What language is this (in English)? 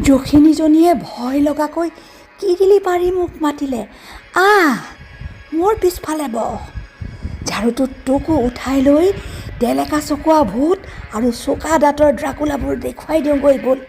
Assamese